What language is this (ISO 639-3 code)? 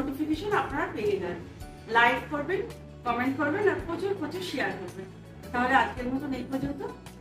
ben